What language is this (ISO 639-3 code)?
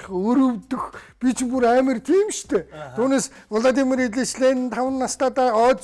mon